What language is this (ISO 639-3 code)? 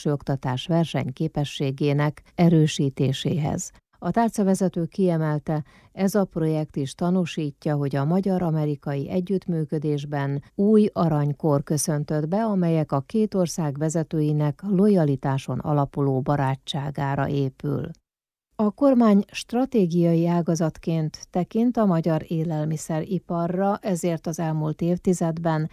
hun